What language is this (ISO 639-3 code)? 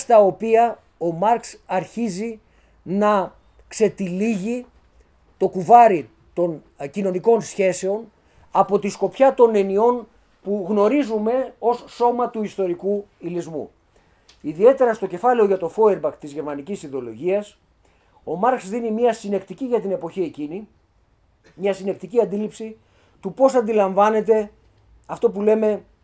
ell